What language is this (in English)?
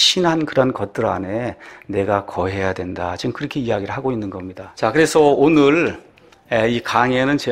Korean